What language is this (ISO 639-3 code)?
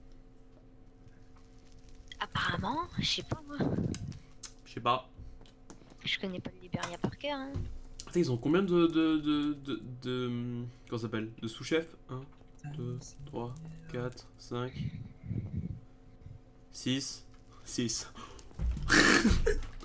fra